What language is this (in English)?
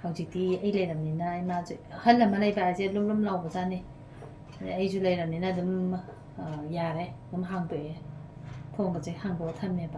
Manipuri